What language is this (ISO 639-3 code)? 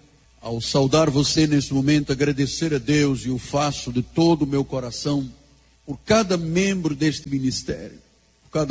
por